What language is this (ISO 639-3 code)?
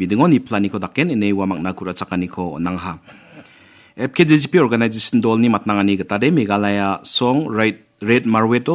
grt